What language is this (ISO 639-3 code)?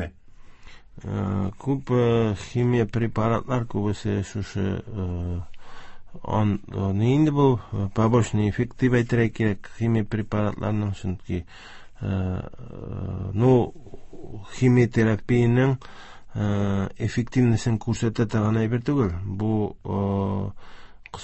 tat